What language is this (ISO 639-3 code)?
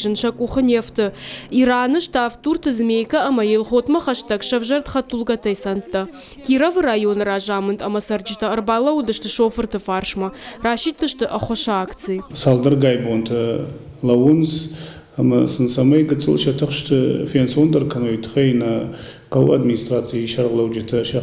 oss